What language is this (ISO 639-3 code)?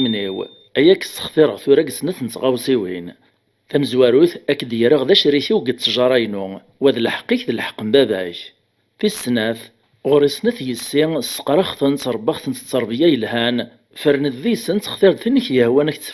kab